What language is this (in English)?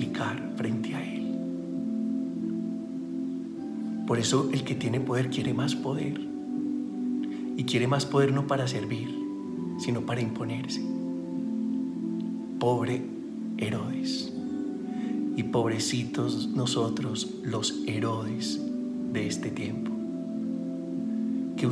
Spanish